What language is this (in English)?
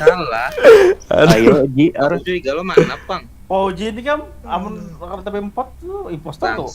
Banjar